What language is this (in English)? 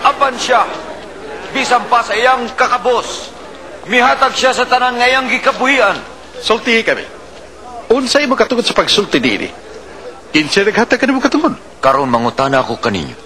Cebuano